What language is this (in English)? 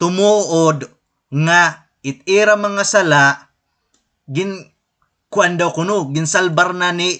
Waray